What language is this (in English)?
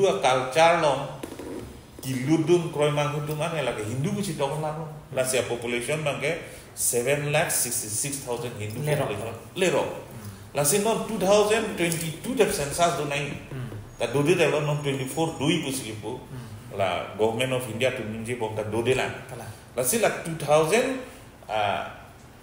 Karbi